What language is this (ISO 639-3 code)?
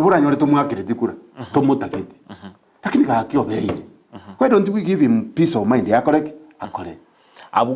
guz